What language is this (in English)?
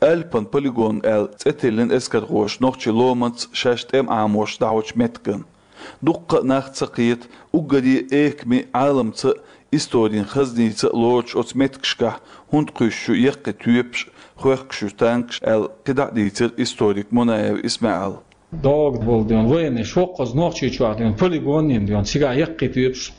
Chechen